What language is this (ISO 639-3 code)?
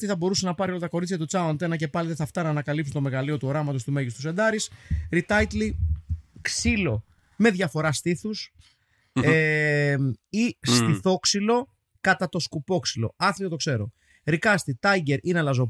ell